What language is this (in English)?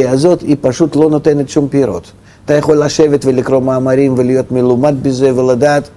Hebrew